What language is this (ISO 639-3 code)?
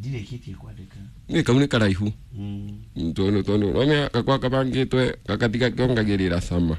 kik